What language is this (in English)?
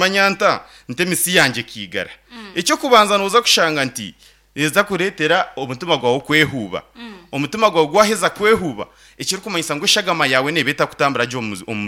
Nyankole